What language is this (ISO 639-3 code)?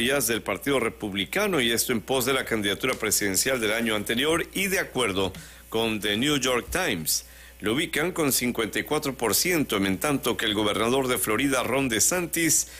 spa